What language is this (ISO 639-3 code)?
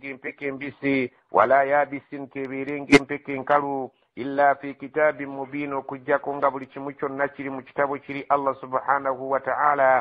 lug